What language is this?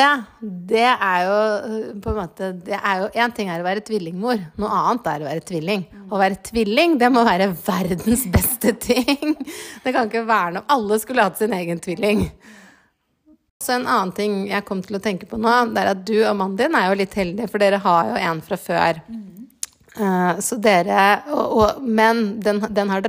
Norwegian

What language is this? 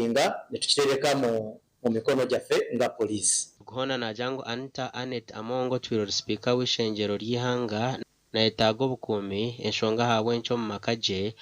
Nyankole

